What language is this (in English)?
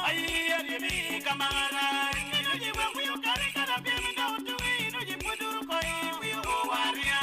Acoli